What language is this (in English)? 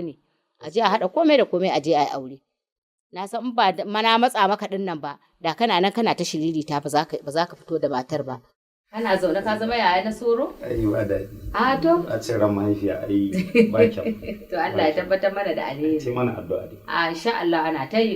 Hausa